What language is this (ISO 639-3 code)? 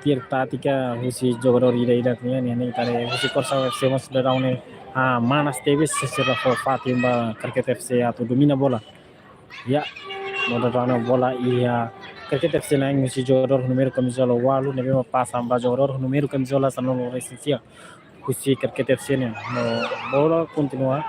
tet